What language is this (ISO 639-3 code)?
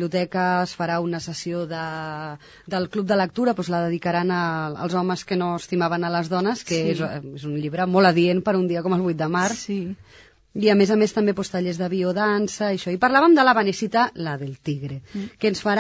cat